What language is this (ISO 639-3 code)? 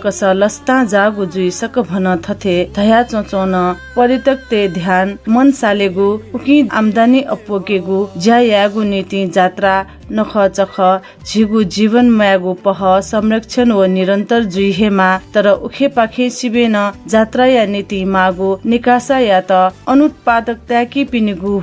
new